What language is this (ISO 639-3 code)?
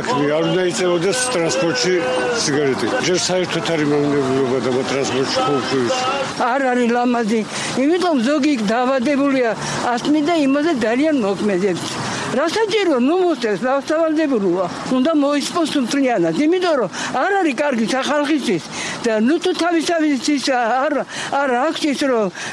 kat